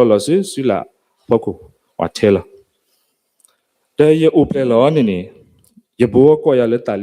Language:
S'gaw Karen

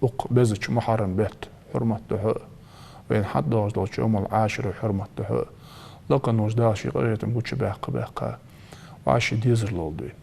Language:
Ingush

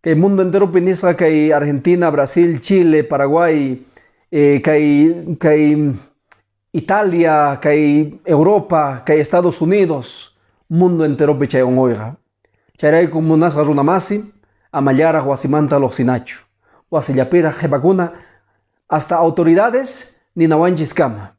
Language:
Quechua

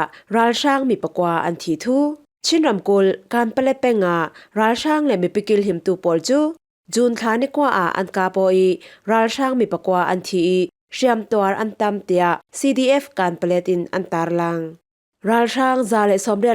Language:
Falam Chin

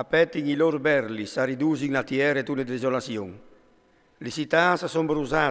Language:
Friulian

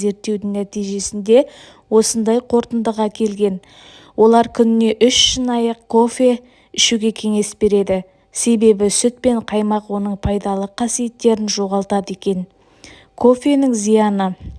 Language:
Kazakh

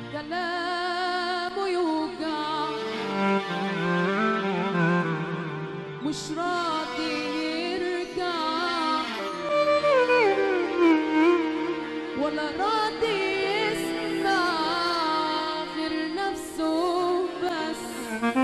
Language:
Egyptian Arabic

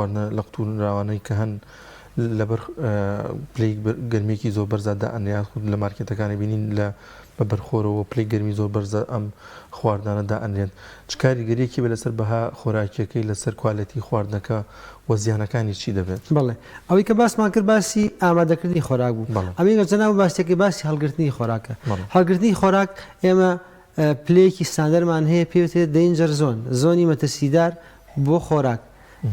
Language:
Central Kurdish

